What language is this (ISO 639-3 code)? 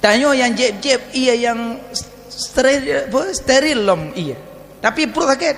ace